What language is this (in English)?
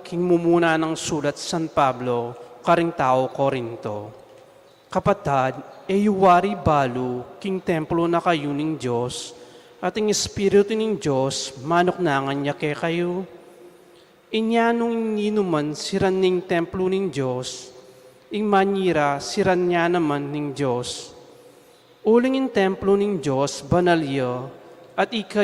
Pampanga